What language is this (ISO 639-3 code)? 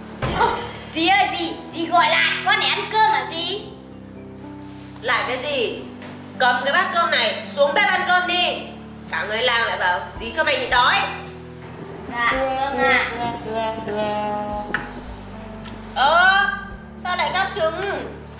vie